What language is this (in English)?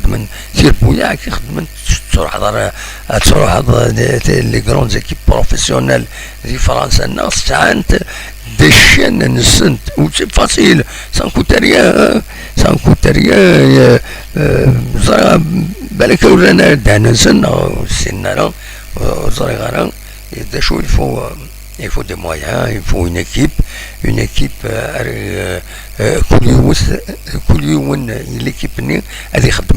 Kabyle